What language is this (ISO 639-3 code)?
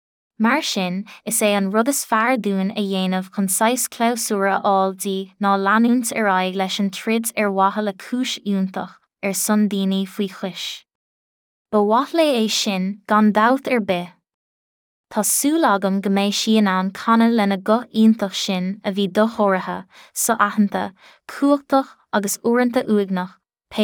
gle